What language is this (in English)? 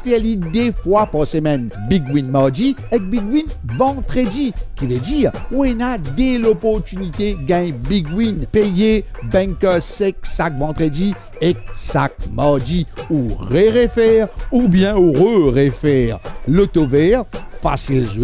Morisyen